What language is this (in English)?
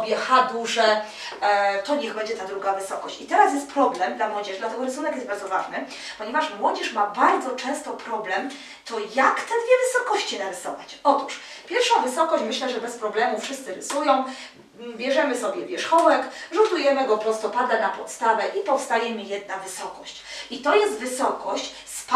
Polish